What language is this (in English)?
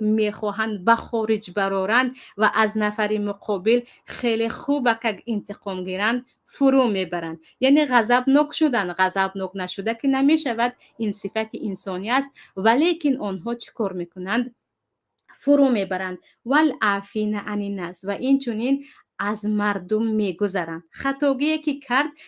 Tajik